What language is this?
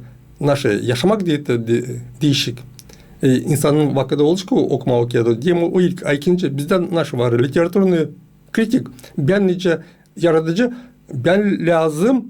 Gagauz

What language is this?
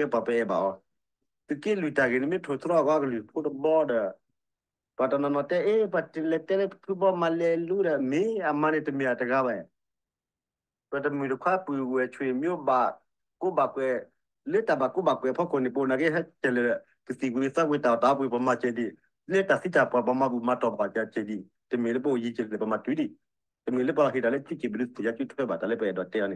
S'gaw Karen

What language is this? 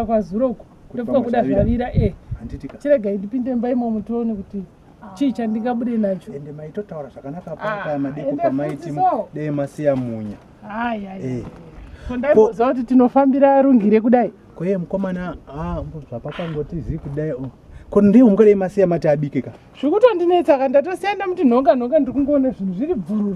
Shona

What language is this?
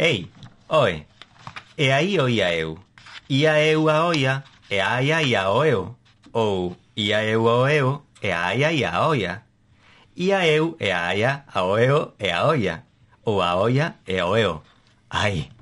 Galician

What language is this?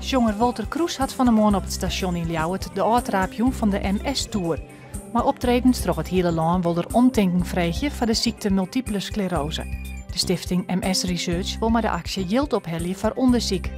Western Frisian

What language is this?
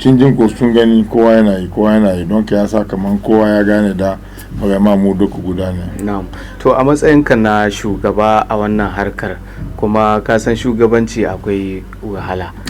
Hausa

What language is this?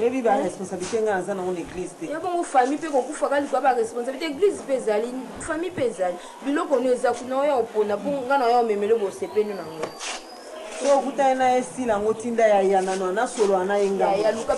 Lingala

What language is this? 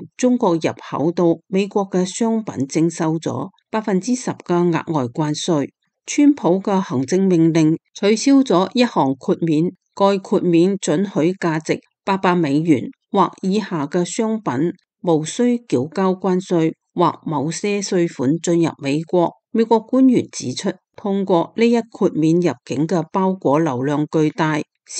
Cantonese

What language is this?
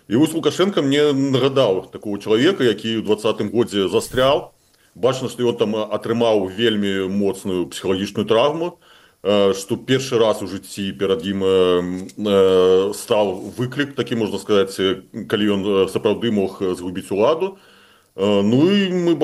Belarusian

